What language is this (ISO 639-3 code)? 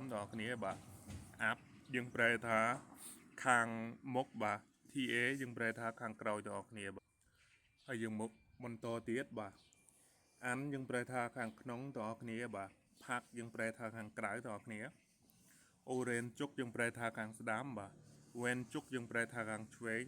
khm